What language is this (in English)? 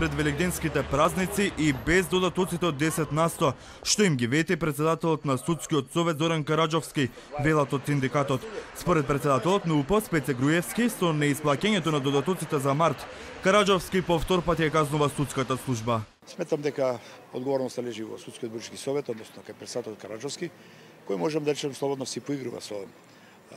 Macedonian